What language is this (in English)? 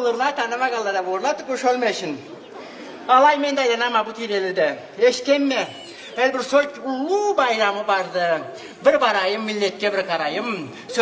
Karachay-Balkar